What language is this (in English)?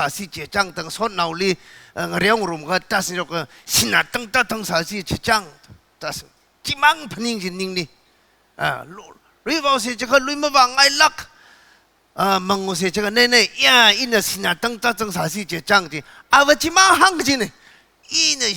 Tangkhul Naga (India)